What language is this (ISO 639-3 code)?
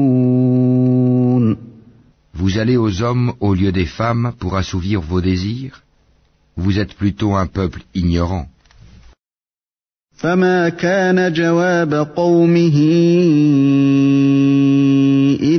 fra